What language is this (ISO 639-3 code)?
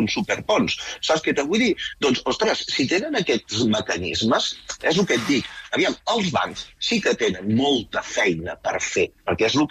cat